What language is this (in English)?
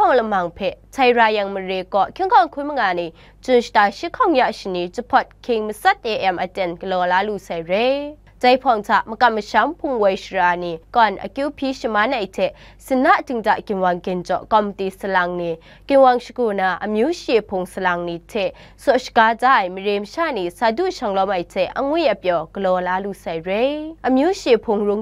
Kachin